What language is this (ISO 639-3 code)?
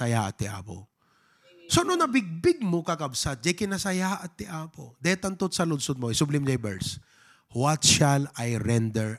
ilo